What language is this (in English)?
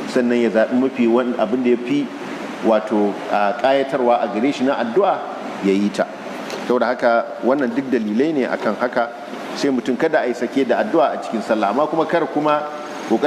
Hausa